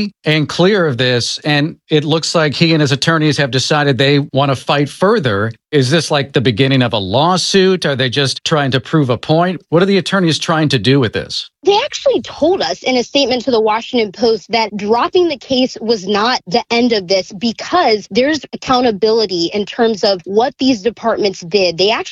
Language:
English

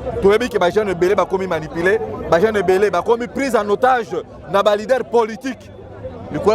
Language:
Lingala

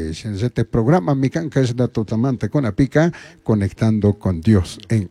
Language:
Chimborazo Highland Quichua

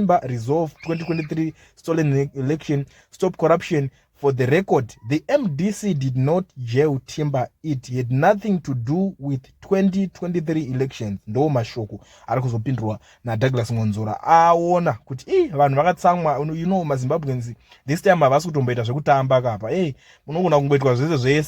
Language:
Shona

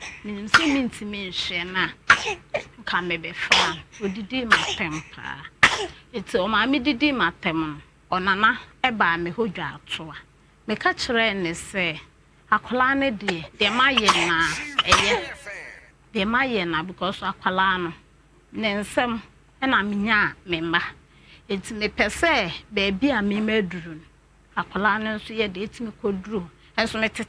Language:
Akan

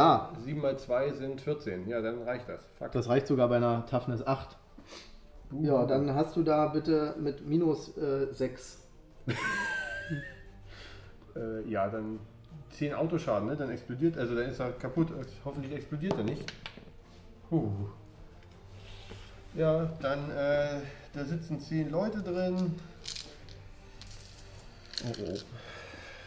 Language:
German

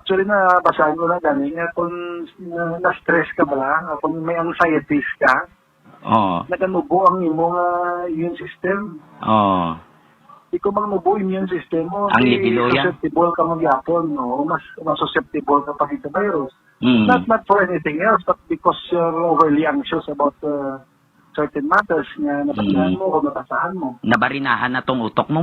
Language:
Hiligaynon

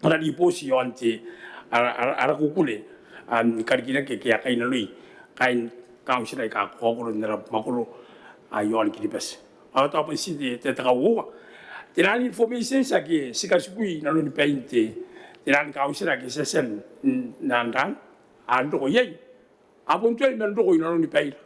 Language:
Gilbertese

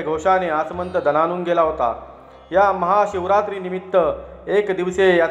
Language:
Marathi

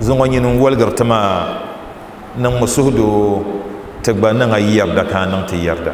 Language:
Dagbani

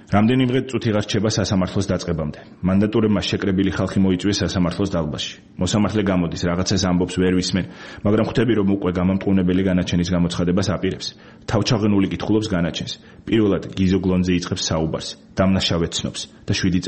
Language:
Georgian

